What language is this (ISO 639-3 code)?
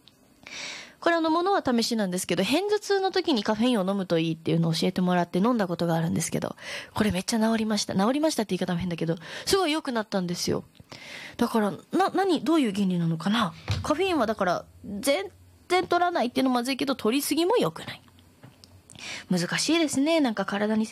jpn